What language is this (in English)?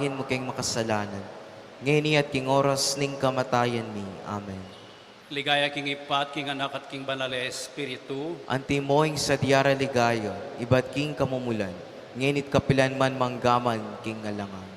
Pampanga